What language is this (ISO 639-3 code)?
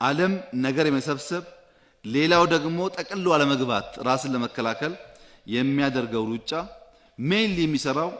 amh